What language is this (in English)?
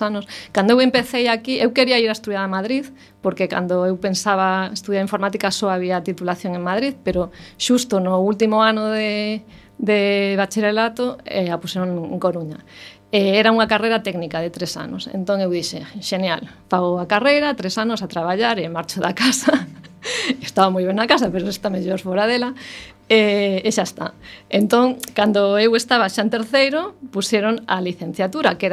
Galician